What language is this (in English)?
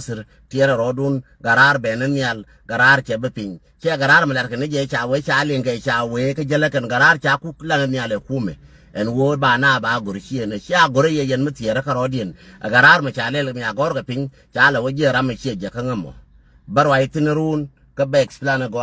Nuer